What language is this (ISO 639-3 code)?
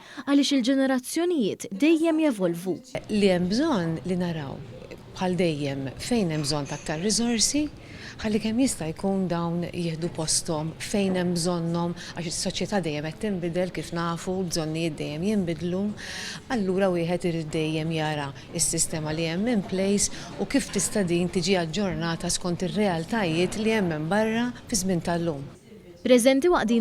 mlt